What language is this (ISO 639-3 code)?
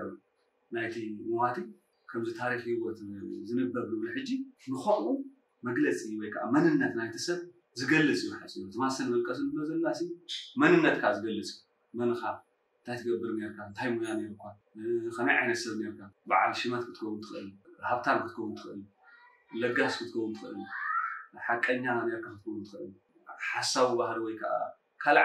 tir